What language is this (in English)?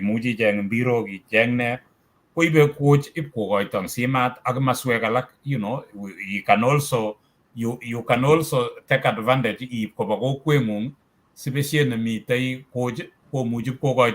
Kalenjin